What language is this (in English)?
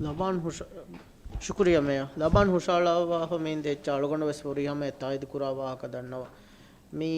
Divehi